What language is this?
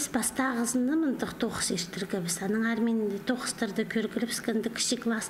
Khakas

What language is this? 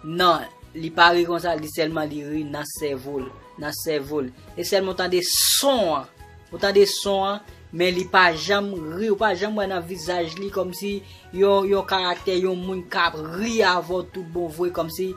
Haitian Creole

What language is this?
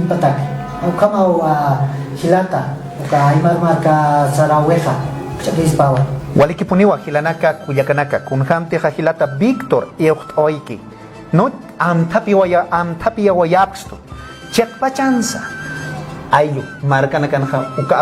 Aymara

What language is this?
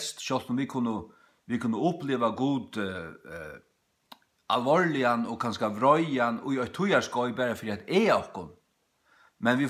Faroese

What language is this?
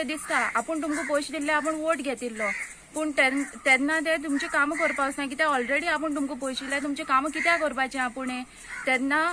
Konkani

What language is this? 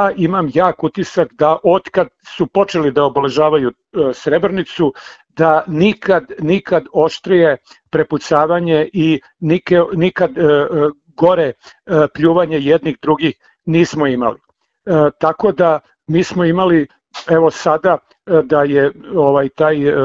Serbian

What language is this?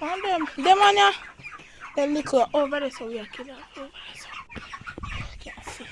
Jamaican Creole English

